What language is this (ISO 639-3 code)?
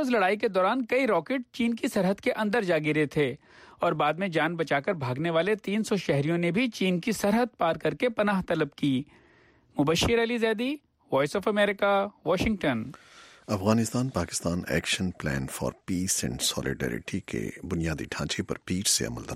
urd